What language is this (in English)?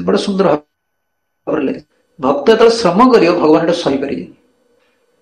Odia